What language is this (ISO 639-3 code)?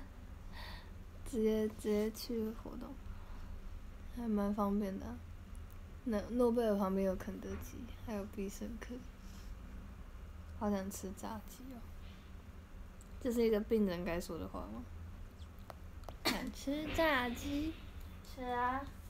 zho